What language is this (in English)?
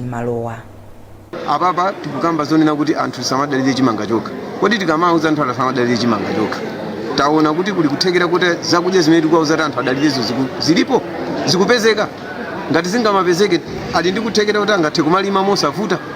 Nyanja